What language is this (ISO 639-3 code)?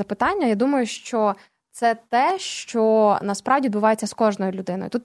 ukr